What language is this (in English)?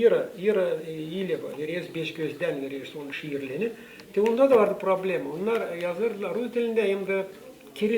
Gagauz